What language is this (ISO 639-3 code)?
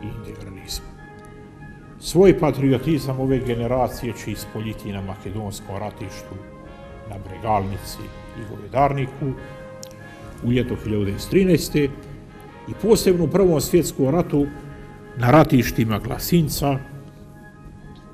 bos